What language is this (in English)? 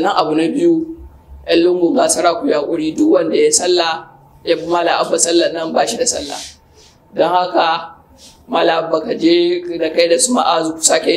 Hausa